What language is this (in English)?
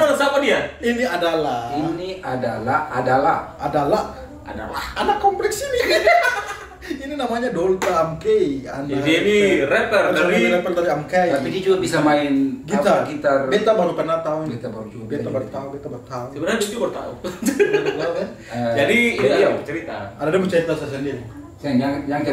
Ambonese Malay